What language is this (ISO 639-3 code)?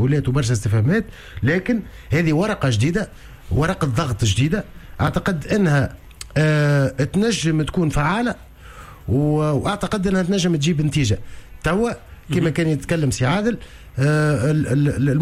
aeb